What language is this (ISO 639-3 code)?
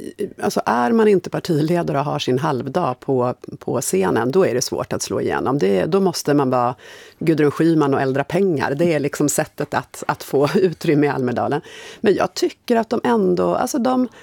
swe